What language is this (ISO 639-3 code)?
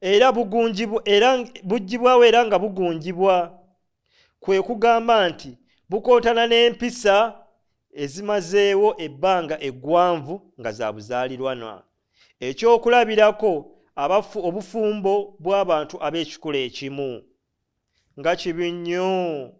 lug